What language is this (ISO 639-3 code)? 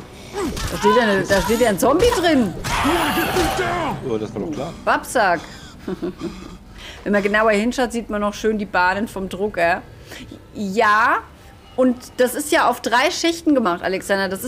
deu